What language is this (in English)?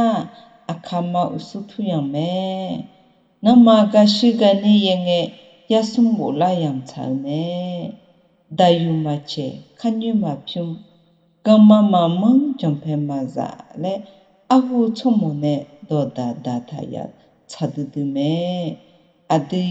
Akha